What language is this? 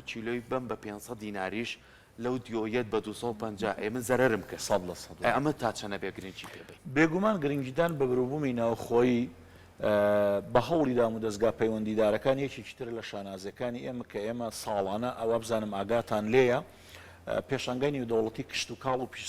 Central Kurdish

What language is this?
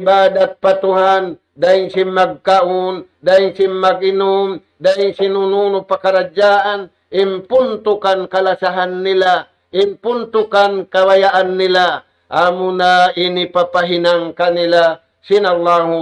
Tausug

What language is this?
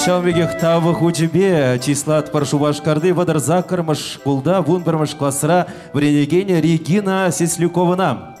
Chuvash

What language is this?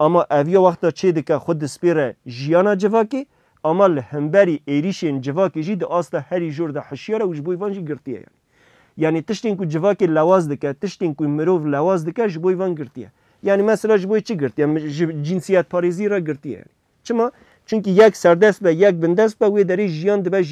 Kurdish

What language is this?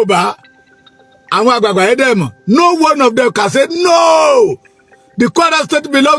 Yoruba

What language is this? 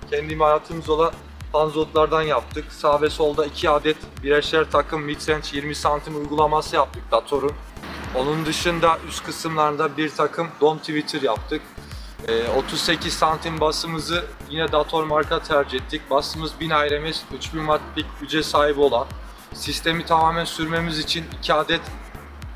Turkish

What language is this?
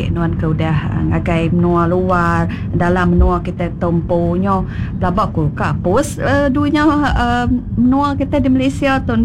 Iban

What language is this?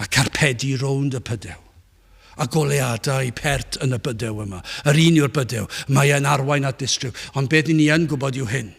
Welsh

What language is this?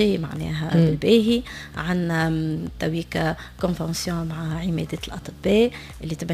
Tunisian Arabic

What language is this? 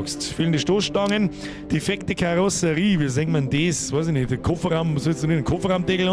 Bavarian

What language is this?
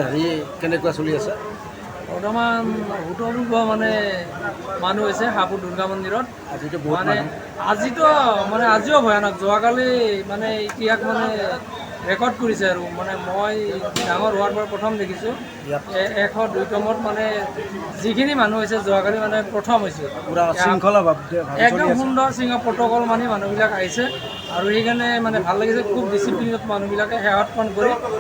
Assamese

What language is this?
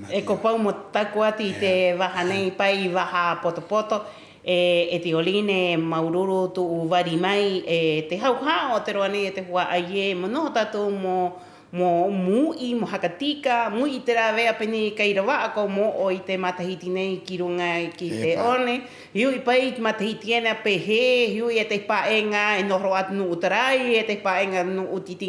Rapanui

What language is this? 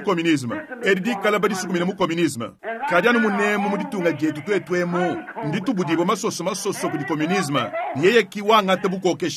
Luba-Lulua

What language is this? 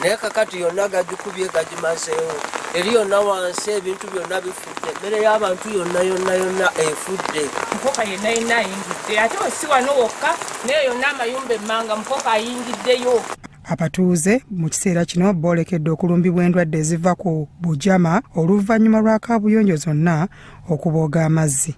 Ganda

